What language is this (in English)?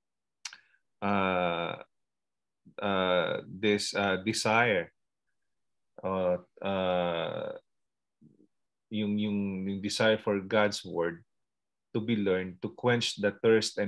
Filipino